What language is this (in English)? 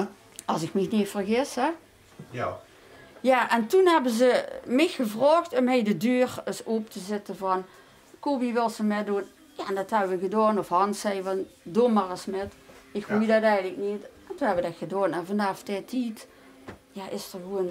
Limburgish